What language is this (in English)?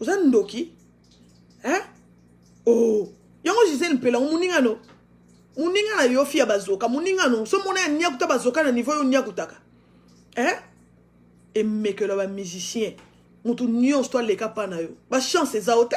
Lingala